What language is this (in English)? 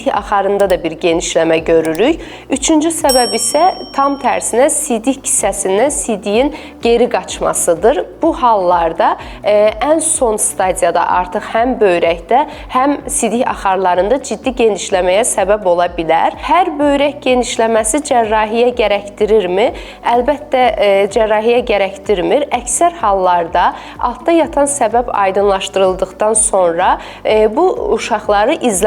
Azerbaijani